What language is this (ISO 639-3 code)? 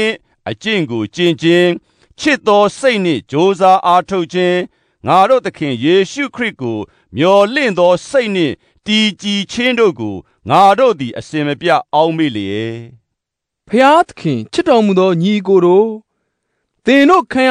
mya